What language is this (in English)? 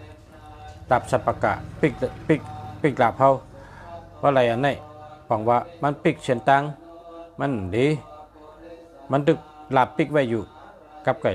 Shan